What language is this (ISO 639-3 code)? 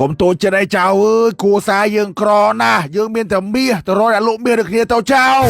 khm